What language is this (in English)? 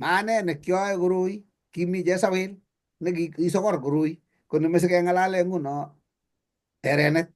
Kalenjin